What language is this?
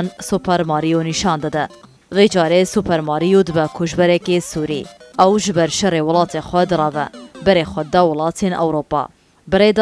Kurdish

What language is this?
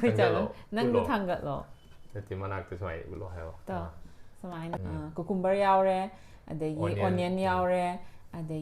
Manipuri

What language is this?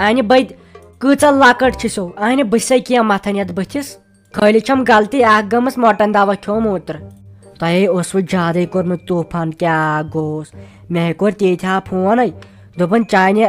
Kashmiri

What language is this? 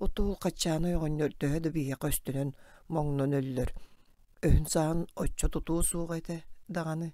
Yakut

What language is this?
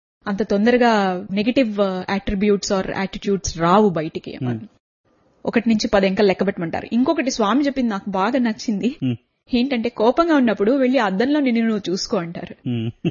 Telugu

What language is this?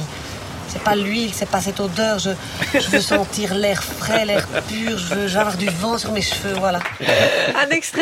French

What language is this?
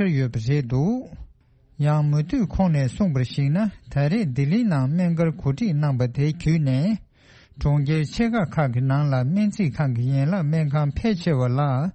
Tibetan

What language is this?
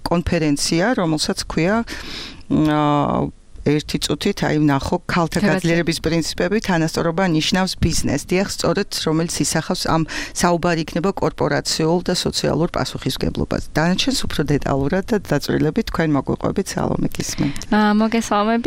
Georgian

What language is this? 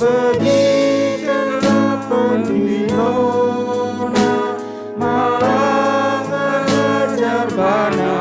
Batak Karo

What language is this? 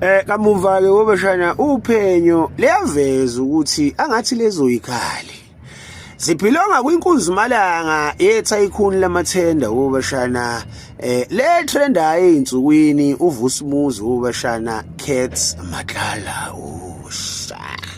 Zulu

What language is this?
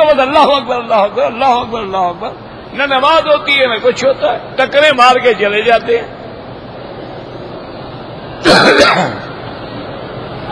Urdu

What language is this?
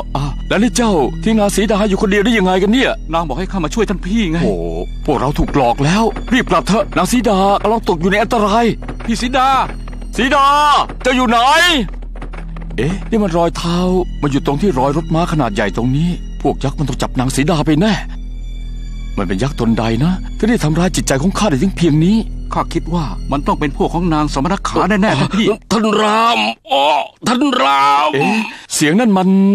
Thai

